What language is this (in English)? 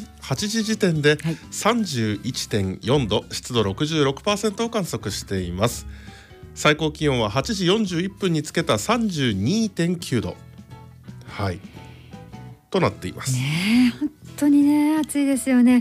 Japanese